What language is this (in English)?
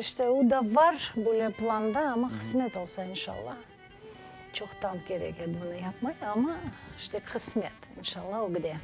Crimean Tatar